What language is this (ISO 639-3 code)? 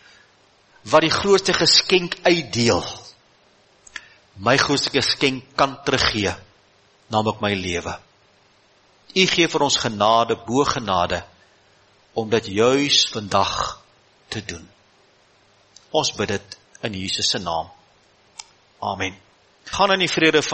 afr